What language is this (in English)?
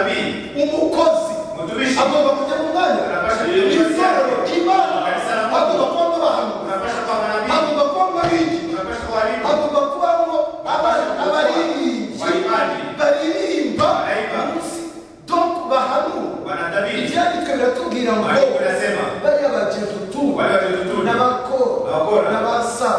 Kinyarwanda